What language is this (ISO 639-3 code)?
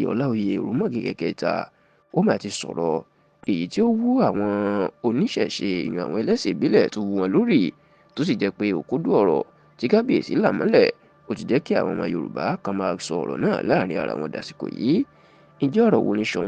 yor